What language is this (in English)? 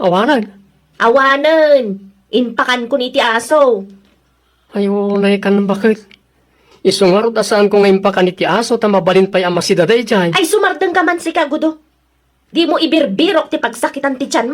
Iloko